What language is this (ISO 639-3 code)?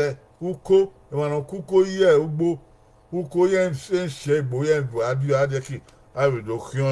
bin